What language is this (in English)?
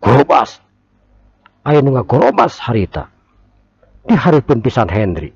Sundanese